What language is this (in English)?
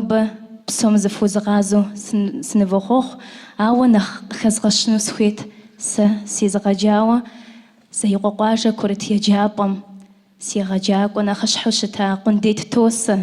Kabardian